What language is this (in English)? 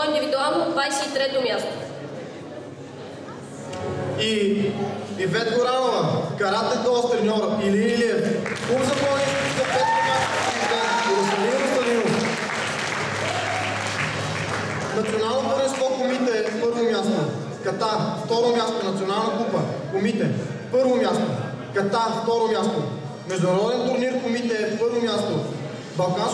Bulgarian